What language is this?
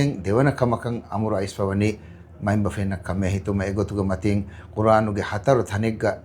Divehi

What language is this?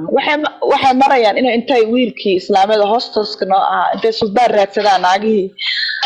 Somali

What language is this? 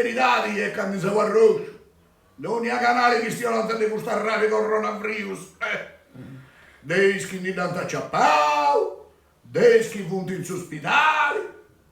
Sardinian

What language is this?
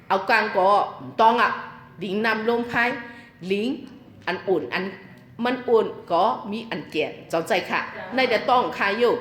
Shan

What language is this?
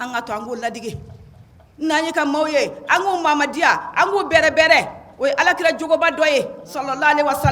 Bambara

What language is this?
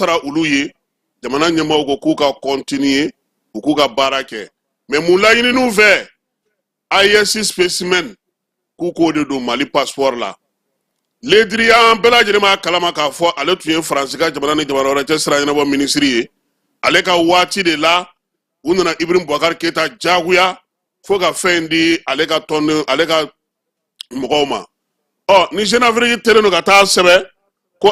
Bambara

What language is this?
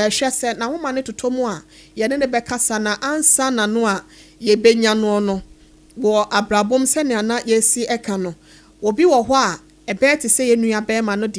Akan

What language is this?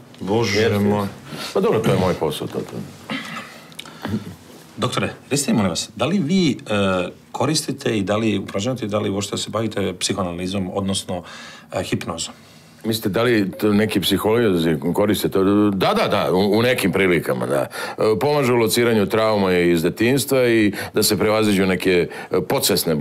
Serbian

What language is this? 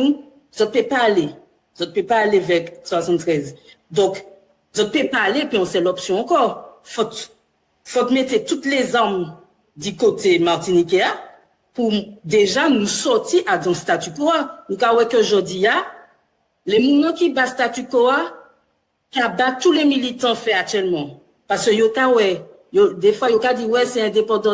Guadeloupean Creole French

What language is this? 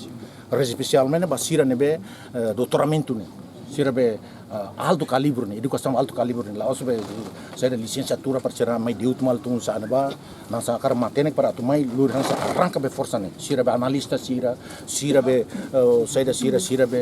Tetum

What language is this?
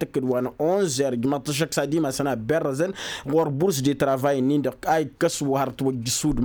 Tamasheq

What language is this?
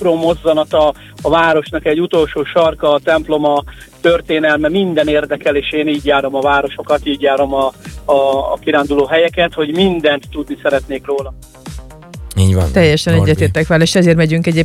Hungarian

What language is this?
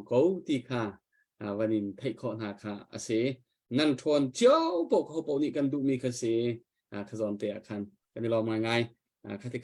Hakha Chin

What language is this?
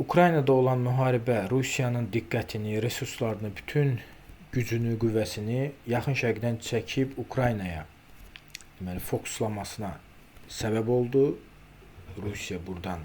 Azerbaijani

